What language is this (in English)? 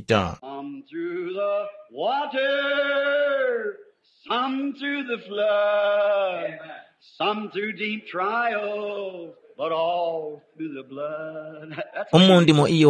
Tumbuka